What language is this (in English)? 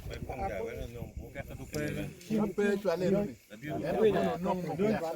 Acoli